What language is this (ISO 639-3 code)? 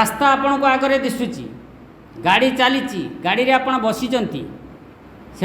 ori